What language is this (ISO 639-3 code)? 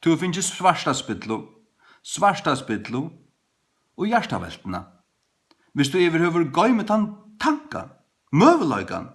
fao